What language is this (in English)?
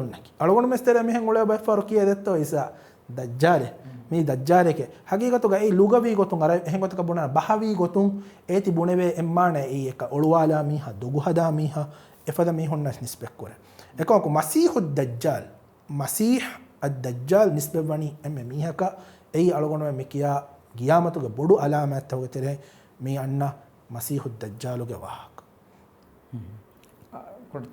Divehi